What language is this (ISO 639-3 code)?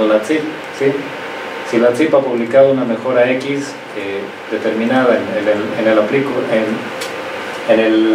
spa